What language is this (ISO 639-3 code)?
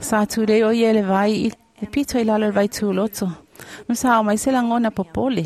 smo